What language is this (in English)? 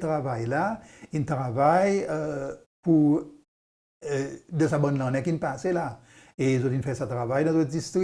Seselwa Creole French